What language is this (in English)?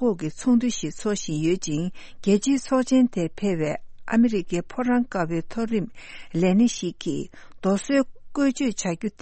Tibetan